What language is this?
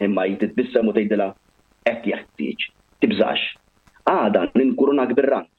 Maltese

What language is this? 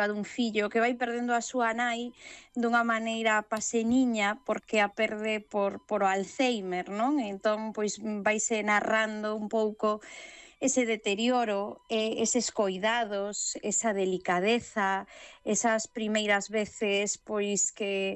Galician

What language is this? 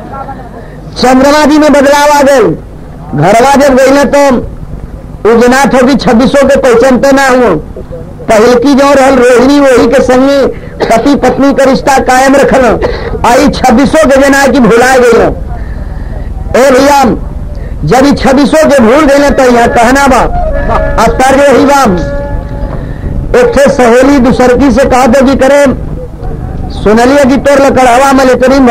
Bhojpuri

